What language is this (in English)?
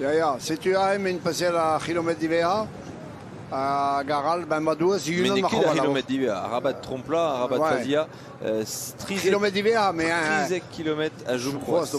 Breton